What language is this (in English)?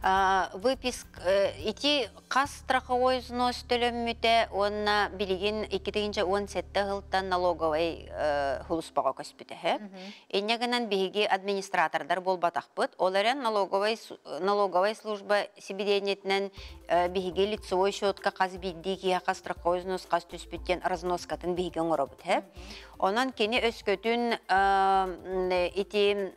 Yakut